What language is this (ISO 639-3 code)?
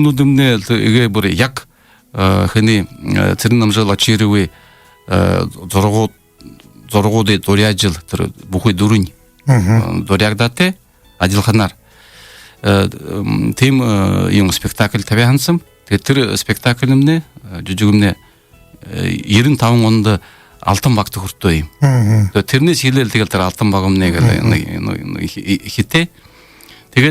bua